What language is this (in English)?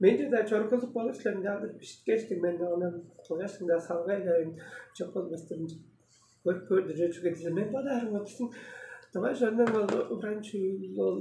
Tuvinian